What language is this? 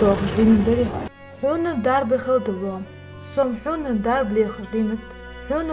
Ingush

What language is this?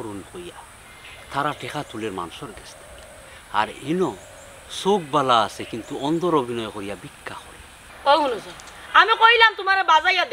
Sylheti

